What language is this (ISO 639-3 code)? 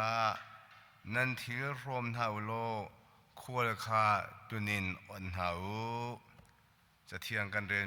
cnh